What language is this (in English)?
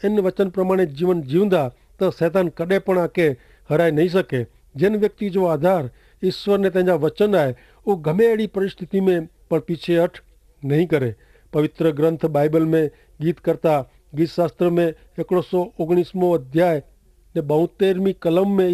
Kachhi